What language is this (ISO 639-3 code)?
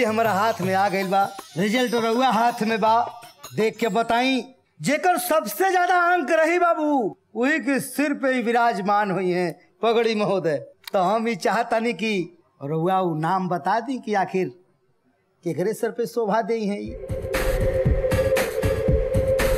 bho